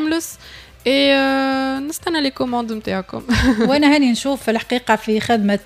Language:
Tunisian Arabic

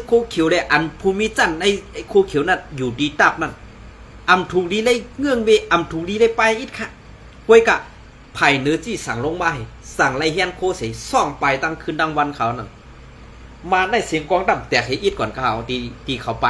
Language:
Shan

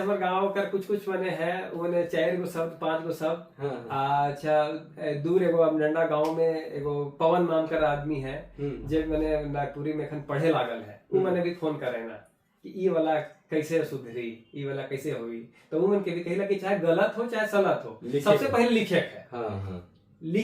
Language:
Sadri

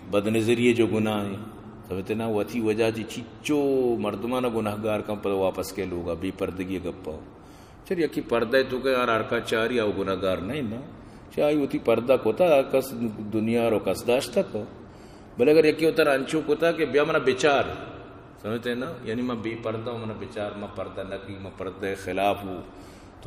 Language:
Eastern Balochi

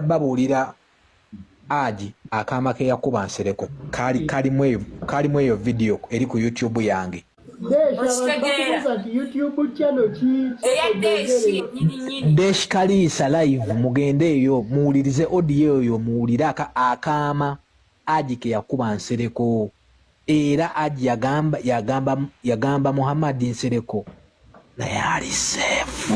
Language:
Ganda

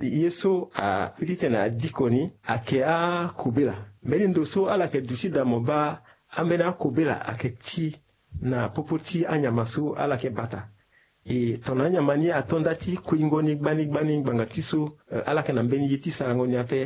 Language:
Sango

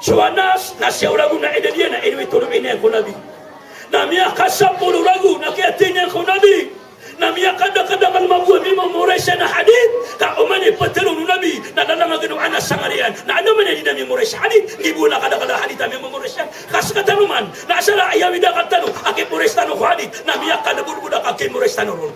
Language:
Maranao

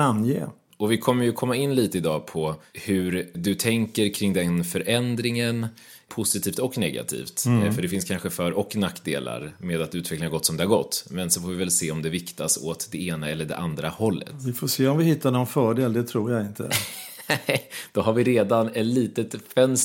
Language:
Swedish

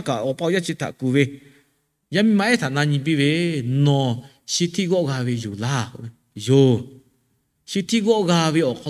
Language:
Lahu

